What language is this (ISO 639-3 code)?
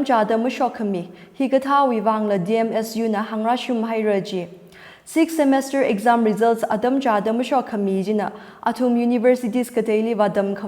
nmf